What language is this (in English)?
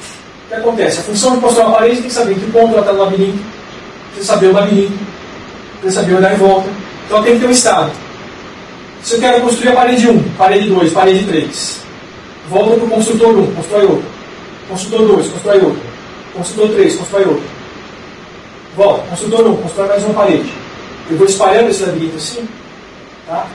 Portuguese